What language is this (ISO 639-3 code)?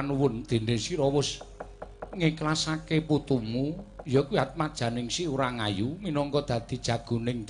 jav